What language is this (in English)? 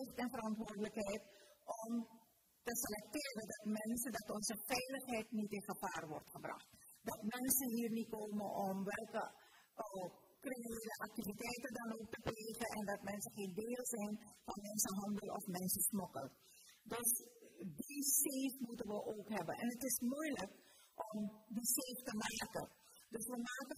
Dutch